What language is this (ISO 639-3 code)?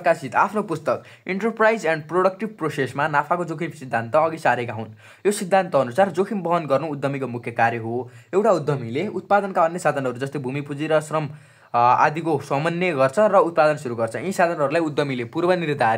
nep